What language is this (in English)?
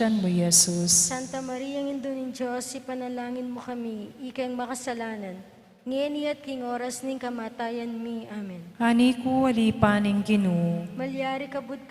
Pampanga